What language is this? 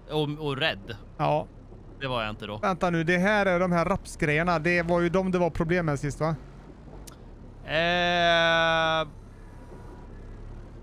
Swedish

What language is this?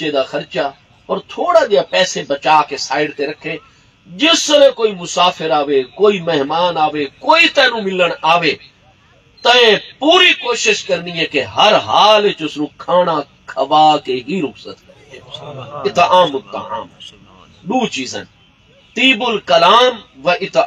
Saraiki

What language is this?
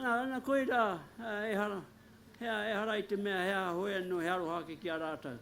Māori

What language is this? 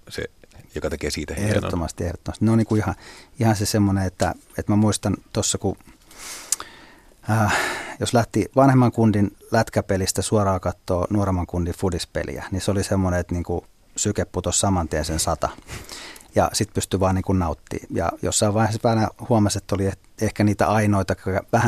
Finnish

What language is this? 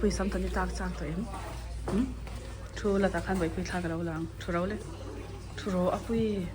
Mizo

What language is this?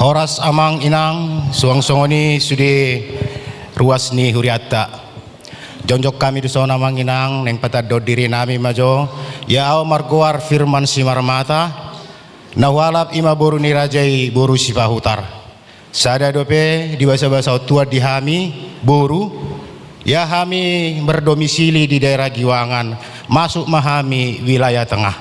Batak Toba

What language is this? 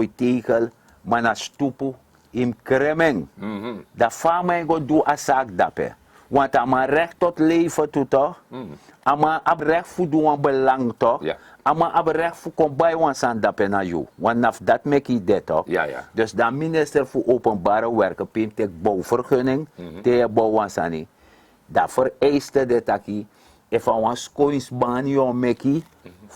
Sranan Tongo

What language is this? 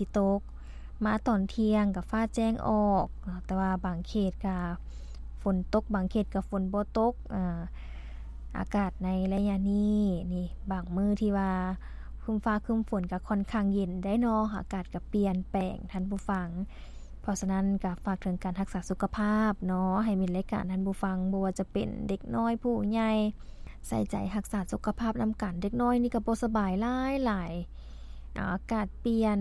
Lao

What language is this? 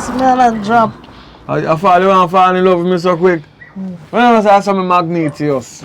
Jamaican Creole English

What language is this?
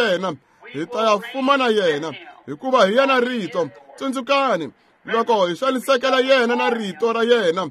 Tsonga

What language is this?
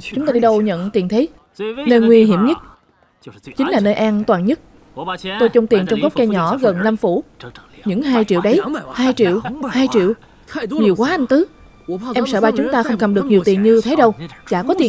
Vietnamese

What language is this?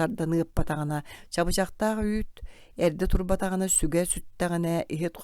Yakut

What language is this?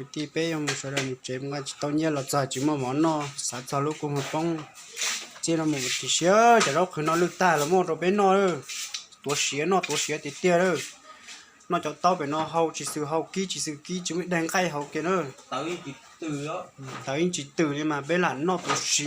Hmong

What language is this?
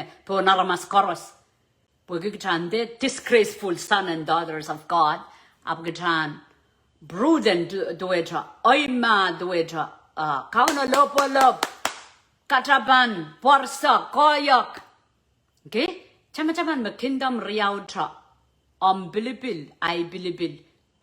Pohnpeian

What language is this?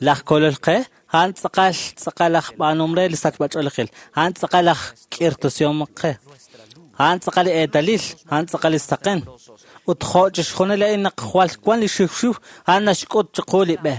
Kekchí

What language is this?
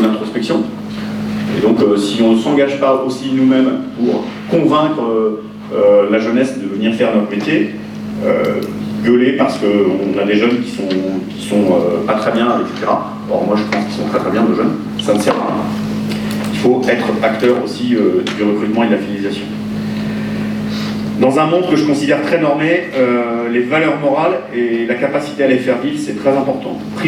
French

